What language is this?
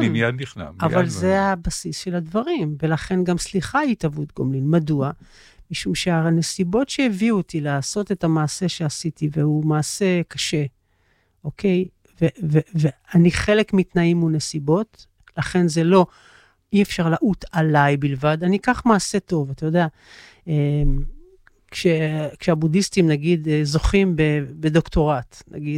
Hebrew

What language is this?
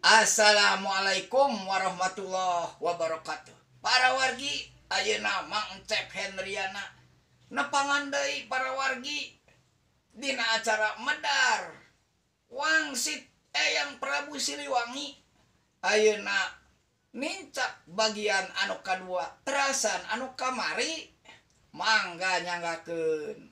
Sundanese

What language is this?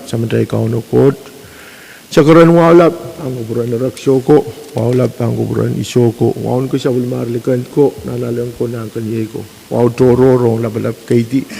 Pohnpeian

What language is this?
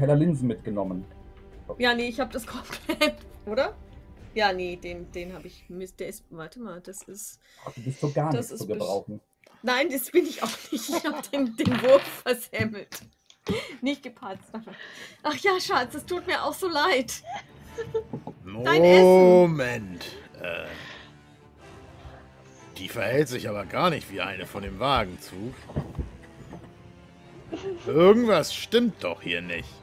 German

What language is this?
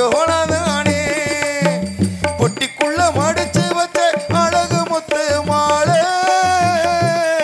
Tamil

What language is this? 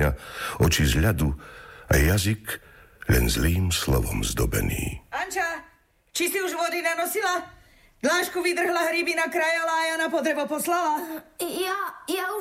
Slovak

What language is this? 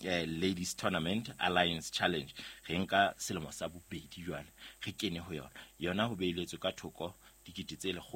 Southern Sotho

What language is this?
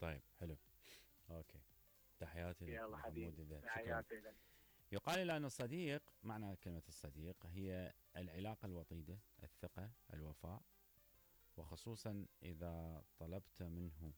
Mesopotamian Arabic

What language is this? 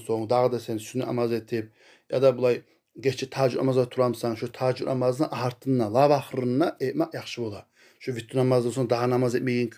Kumyk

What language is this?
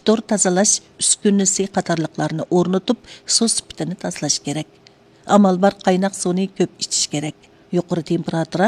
Uyghur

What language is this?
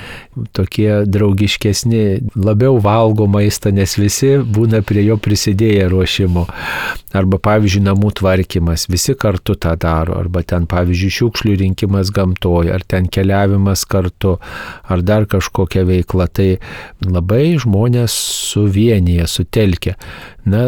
Lithuanian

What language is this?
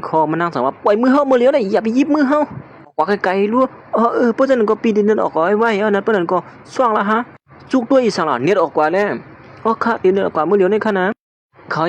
Shan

